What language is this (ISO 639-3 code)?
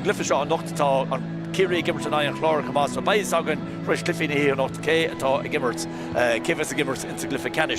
gle